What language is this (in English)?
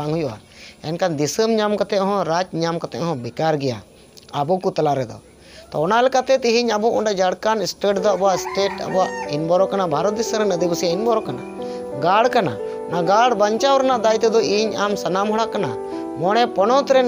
Santali